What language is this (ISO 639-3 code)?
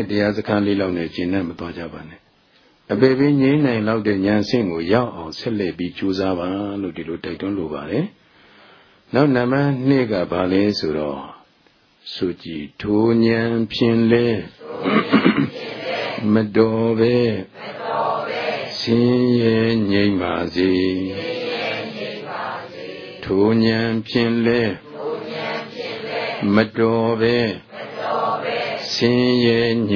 mya